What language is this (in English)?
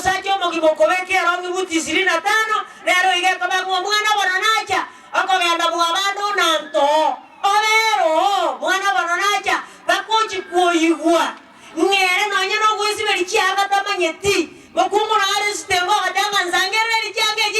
Gusii